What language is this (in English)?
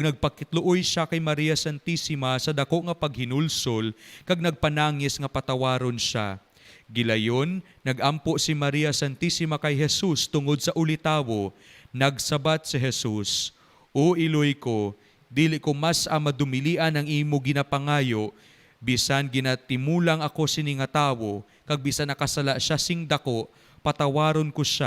Hiligaynon